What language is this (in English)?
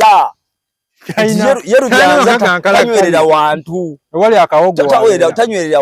Ganda